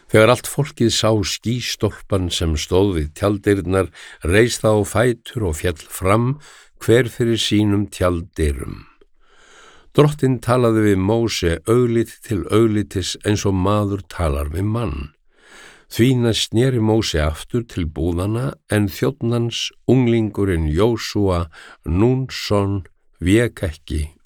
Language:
Icelandic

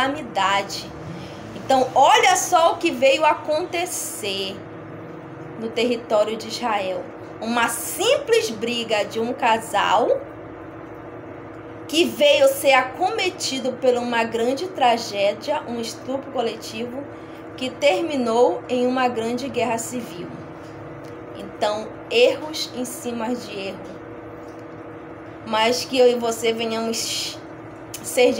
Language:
Portuguese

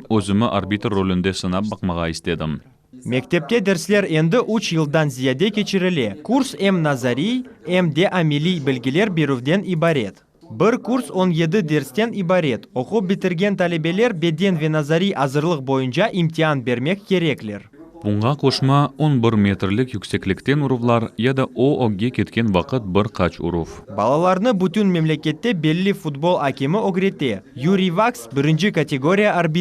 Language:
Crimean Tatar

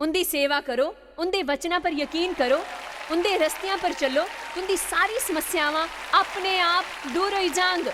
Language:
Dogri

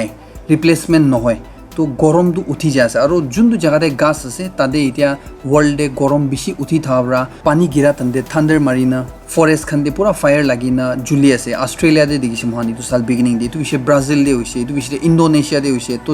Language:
Naga Pidgin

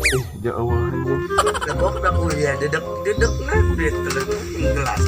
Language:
Sundanese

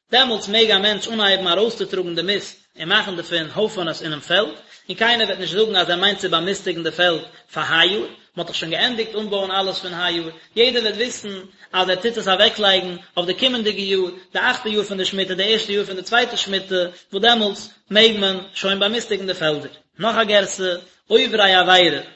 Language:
Yiddish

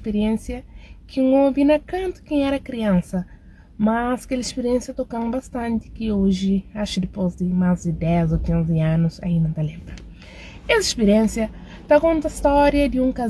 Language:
Kabuverdianu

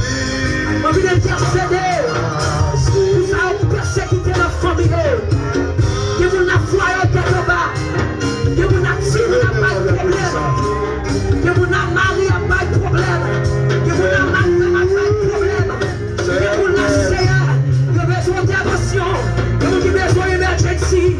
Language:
Haitian Creole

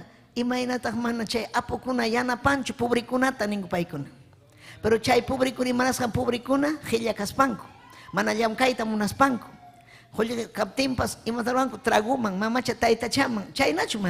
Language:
Ayacucho Quechua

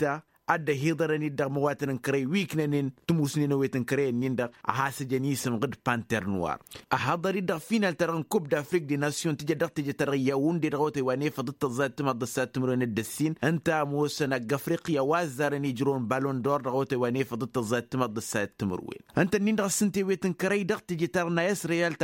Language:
Tamasheq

